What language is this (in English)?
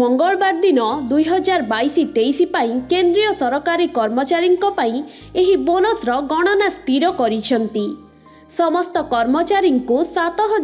Odia